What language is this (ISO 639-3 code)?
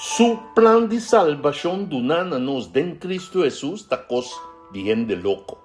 pap